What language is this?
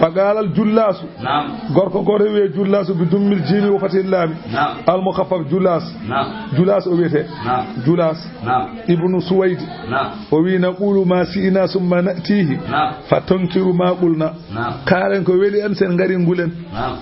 Fula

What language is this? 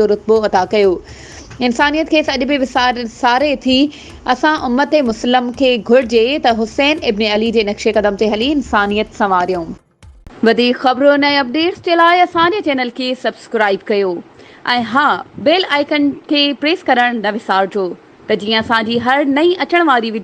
Sindhi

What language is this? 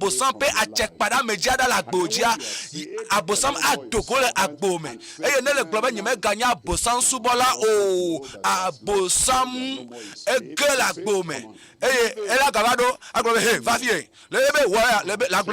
Ewe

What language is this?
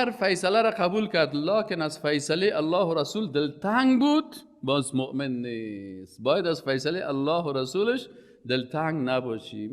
Persian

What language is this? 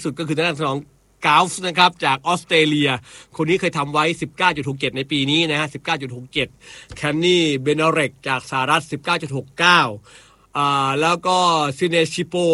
Thai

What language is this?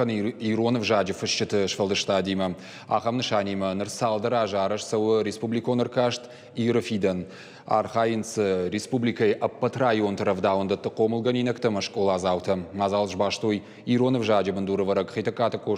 Ossetic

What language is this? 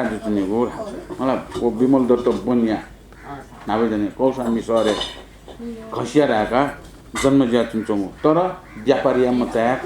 Newari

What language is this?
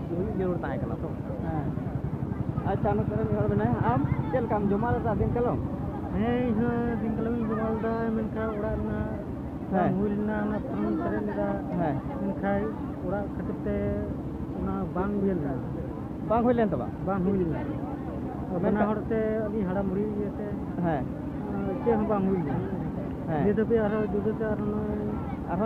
Santali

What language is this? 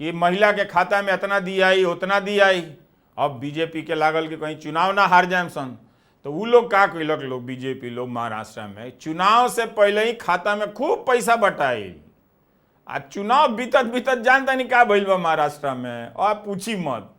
Bhojpuri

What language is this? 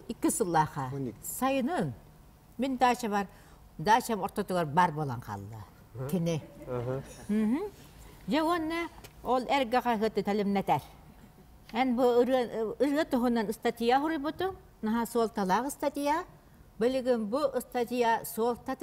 Yakut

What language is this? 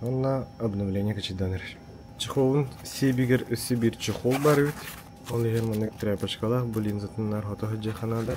Yakut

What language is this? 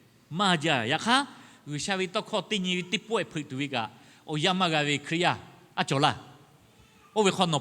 Lahu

